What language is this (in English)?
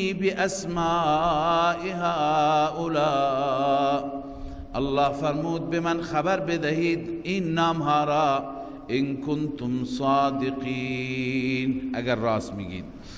Persian